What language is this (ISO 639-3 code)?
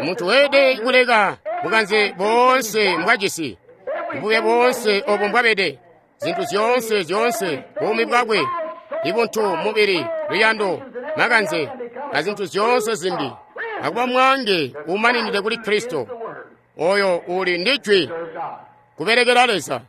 toi